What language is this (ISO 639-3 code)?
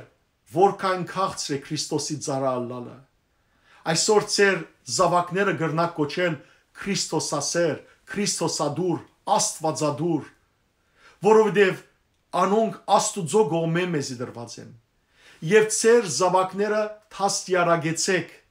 hyw